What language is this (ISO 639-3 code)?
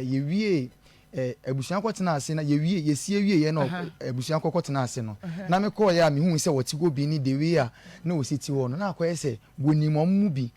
aka